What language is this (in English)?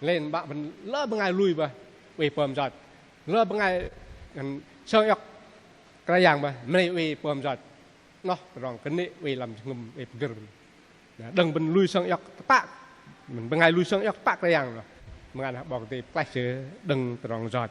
Bahnar